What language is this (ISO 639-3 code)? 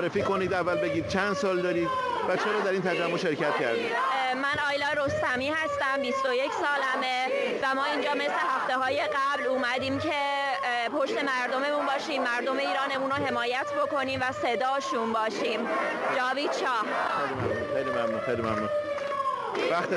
fas